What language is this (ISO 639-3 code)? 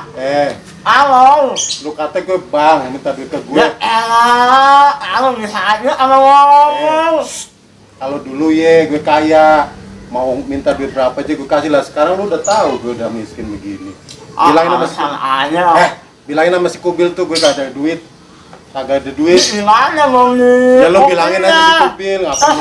bew